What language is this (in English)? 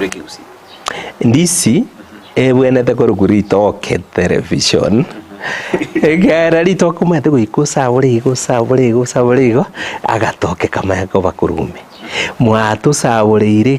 Gusii